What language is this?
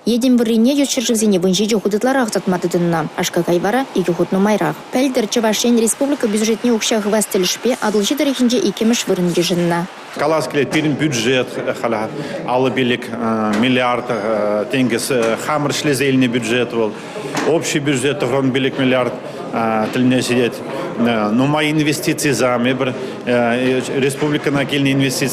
Chuvash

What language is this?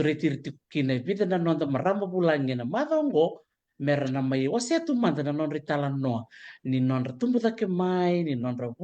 Fijian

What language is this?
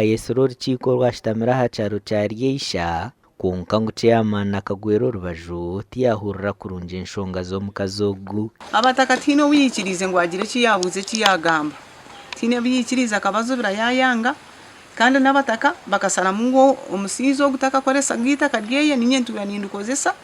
Nyankole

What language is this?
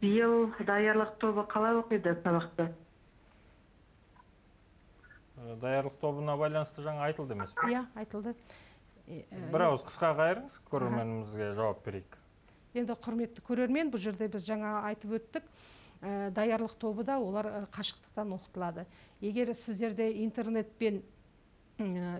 Kazakh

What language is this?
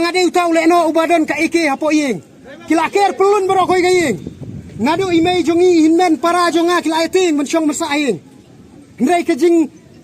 Khasi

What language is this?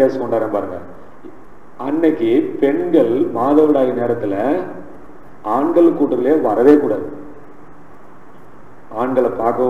Tamil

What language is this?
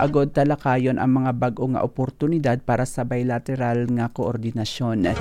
Hiligaynon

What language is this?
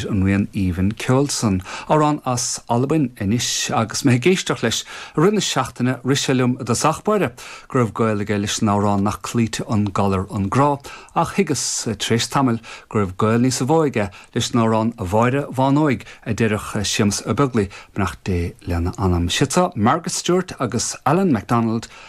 Irish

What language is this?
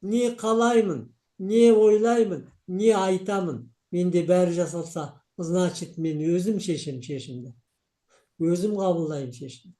Kazakh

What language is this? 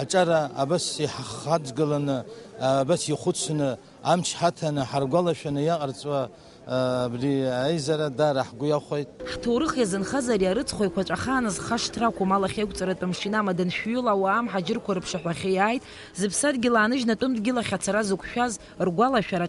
Abkhazian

